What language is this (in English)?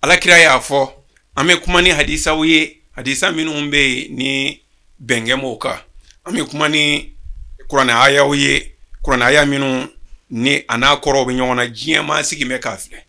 Bambara